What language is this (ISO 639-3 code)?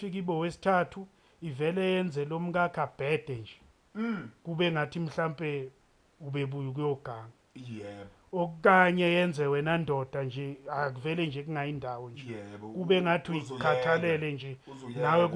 zul